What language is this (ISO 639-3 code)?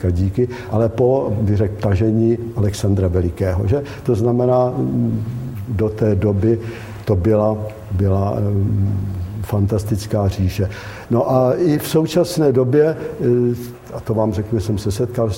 ces